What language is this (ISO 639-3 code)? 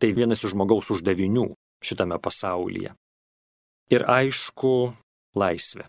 lit